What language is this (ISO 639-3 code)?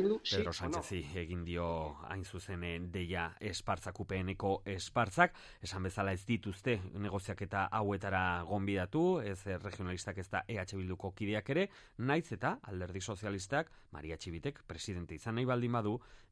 eus